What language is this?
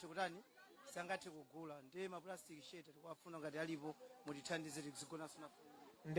Nyanja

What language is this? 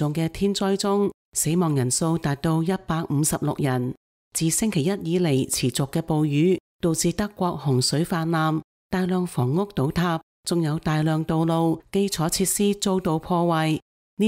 Cantonese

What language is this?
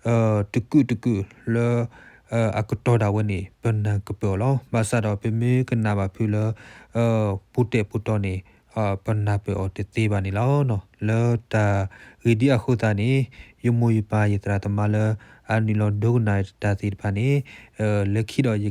S'gaw Karen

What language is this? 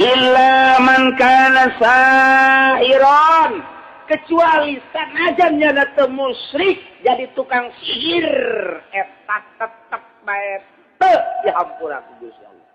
Sundanese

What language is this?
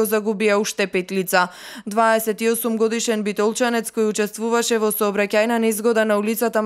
Macedonian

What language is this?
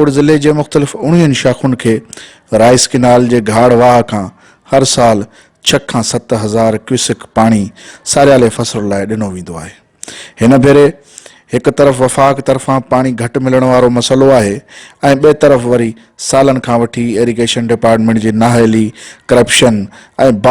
Sindhi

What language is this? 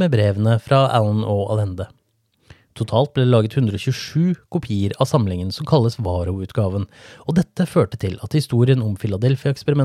Norwegian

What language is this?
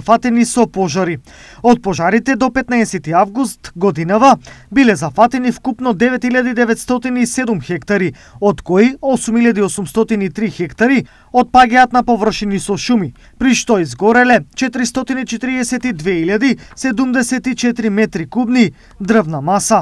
Macedonian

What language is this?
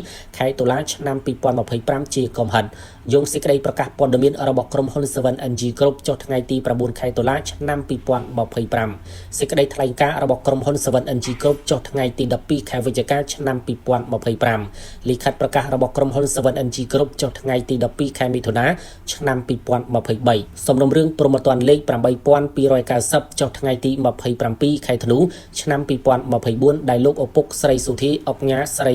Khmer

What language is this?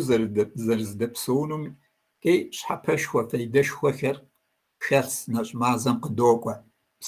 Kabardian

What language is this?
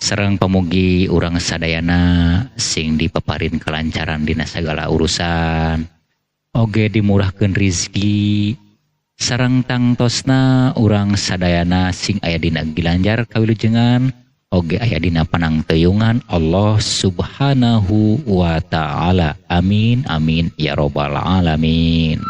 Sundanese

